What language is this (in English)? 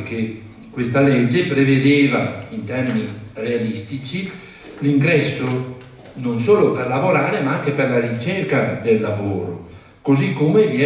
Italian